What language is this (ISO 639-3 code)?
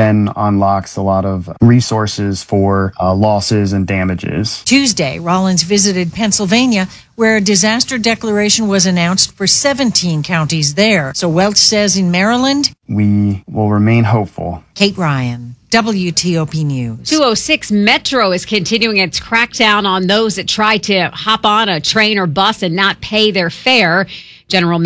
eng